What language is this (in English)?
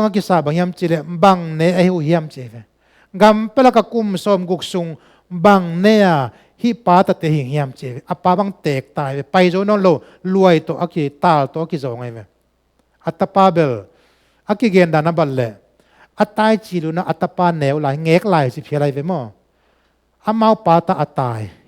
Tedim Chin